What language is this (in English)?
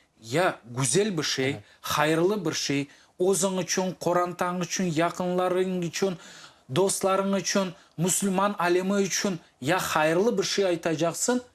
Crimean Tatar